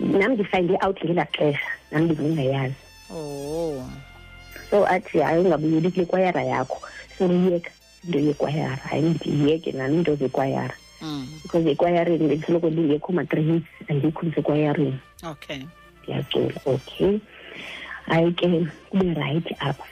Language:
Xhosa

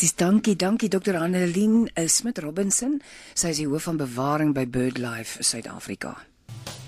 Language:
Afrikaans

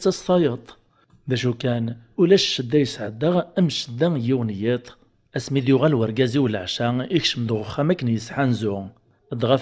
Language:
Kabyle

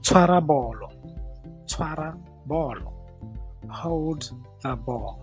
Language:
Tswana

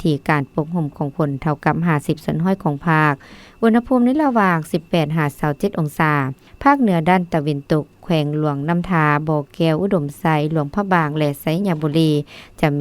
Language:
Lao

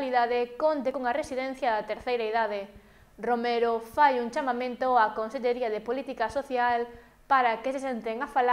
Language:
Galician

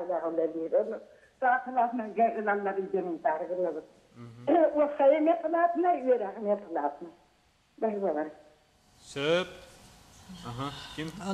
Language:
Yakut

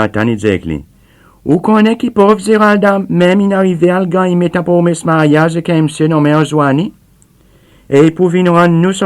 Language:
Seselwa Creole French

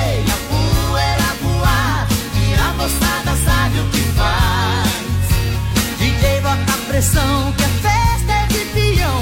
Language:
Portuguese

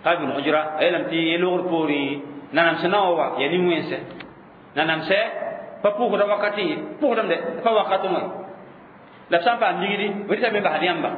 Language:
Mossi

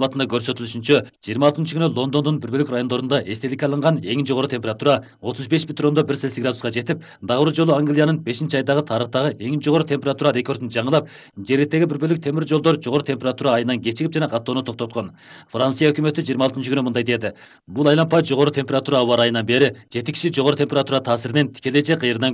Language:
Kyrgyz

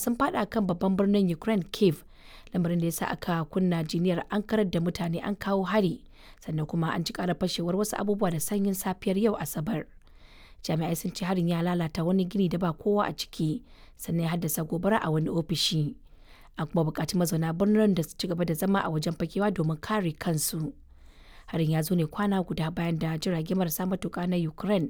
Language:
Hausa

